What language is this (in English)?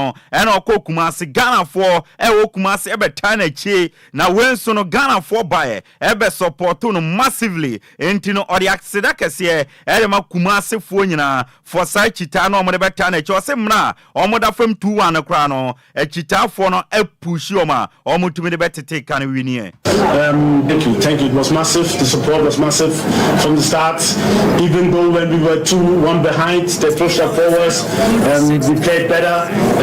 Akan